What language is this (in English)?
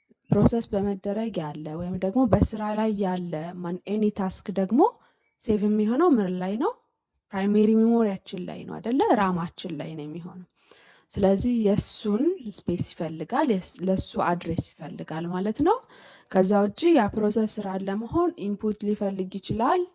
Amharic